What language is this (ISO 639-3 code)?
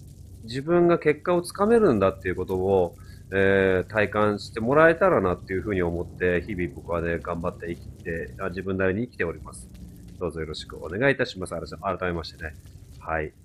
jpn